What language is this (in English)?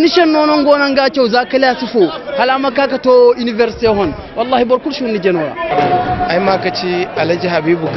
Zarma